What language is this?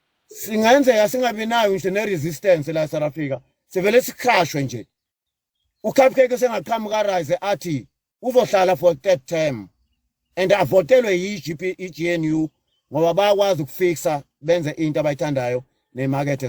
Zulu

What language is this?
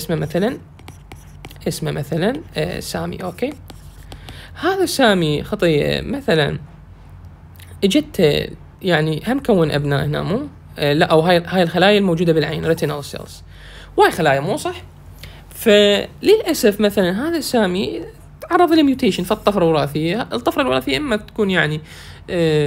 Mesopotamian Arabic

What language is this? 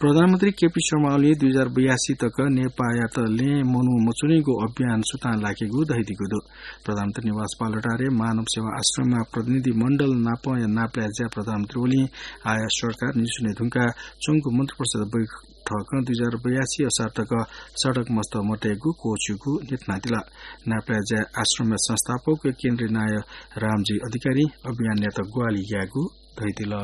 Newari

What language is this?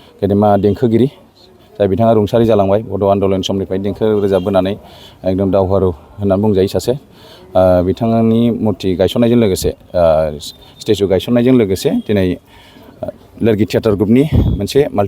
Bodo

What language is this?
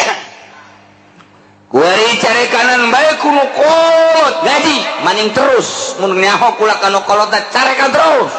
Sundanese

